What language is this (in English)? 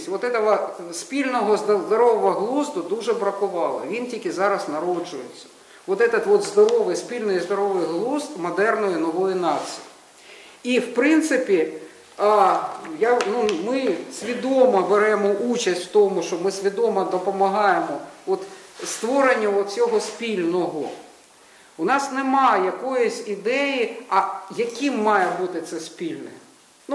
Ukrainian